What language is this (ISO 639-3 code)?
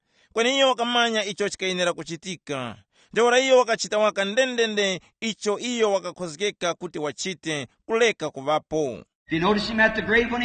tum